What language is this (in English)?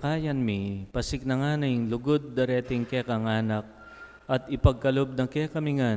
Pampanga